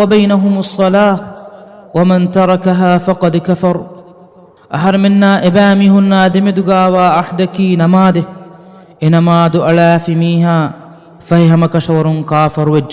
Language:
Divehi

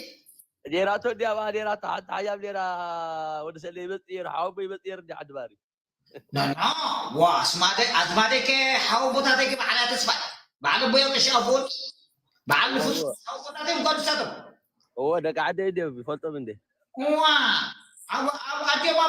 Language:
Tigrinya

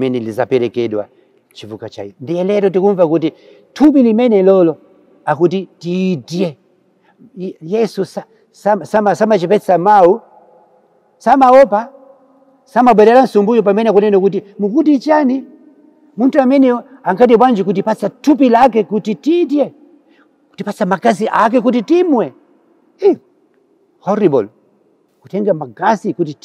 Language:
Nyanja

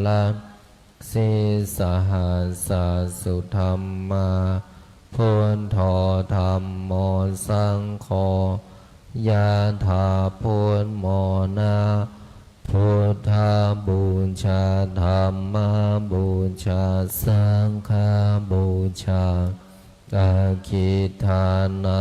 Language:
Pali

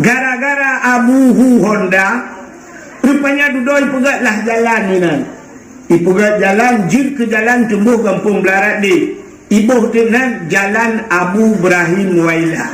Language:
Achinese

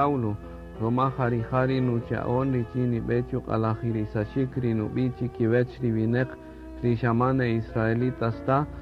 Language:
Kaqchikel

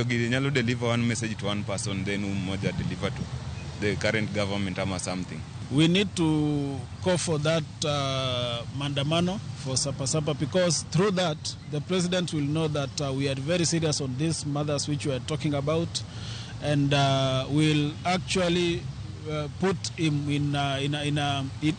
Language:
Luo (Kenya and Tanzania)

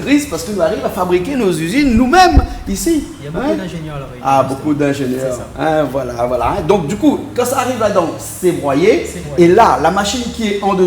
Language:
Réunion Creole French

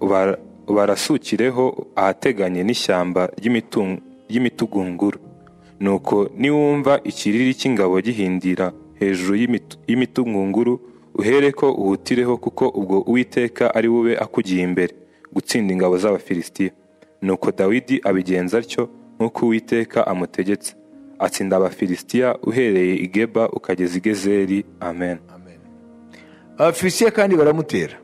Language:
Kinyarwanda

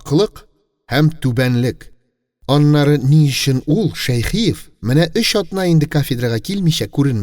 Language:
Tatar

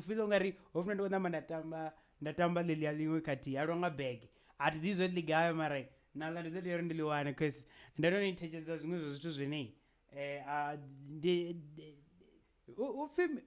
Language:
Venda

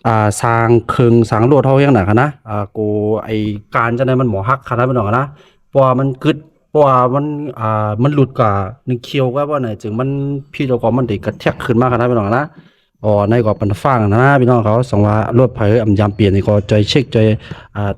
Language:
Shan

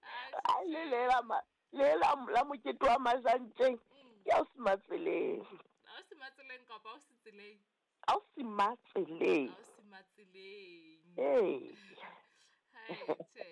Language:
Southern Sotho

